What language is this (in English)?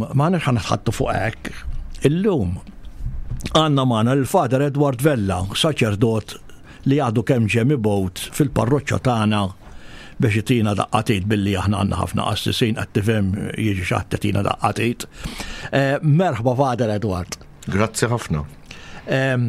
Maltese